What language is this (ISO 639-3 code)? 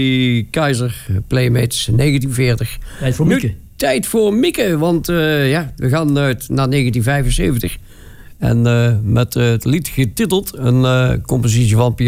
nld